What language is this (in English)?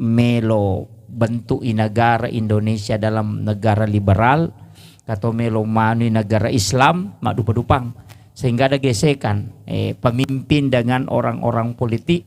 Buginese